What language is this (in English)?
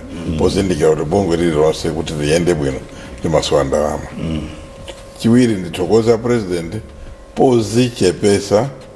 Nyanja